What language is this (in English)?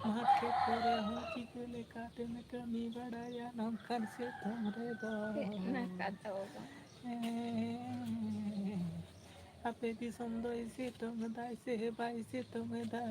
Santali